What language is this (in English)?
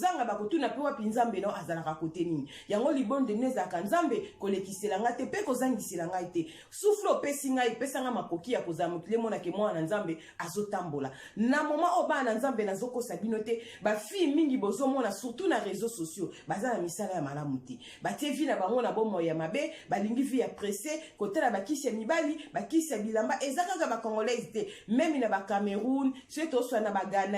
Lingala